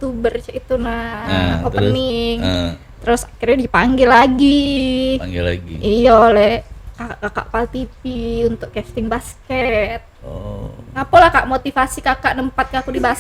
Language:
Musi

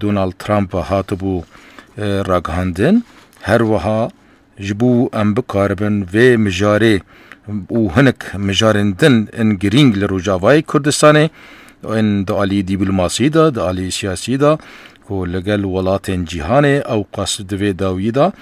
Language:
Kurdish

